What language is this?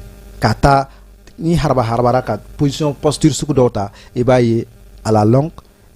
Bambara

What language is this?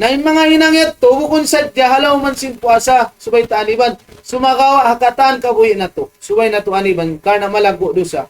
Tausug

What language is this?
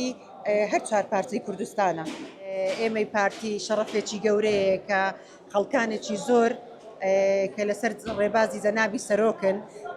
Central Kurdish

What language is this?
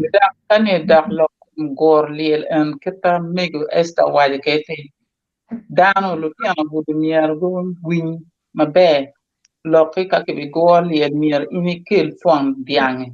Acoli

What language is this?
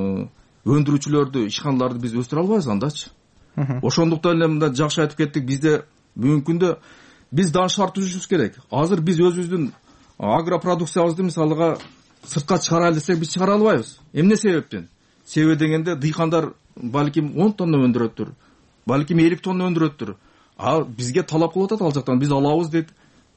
Kyrgyz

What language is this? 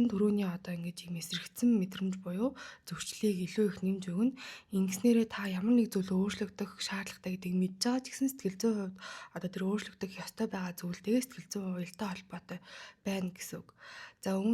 Mongolian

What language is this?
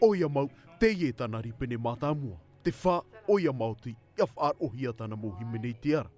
Tahitian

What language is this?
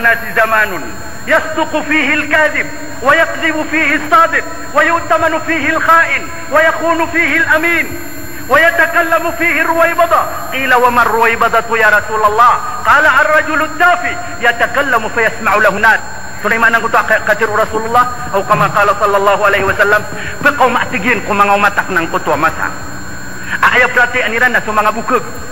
Maranao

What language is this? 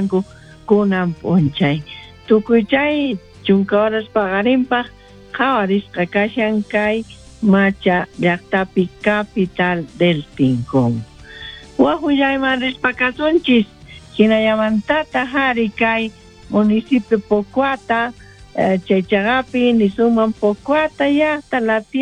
South Bolivian Quechua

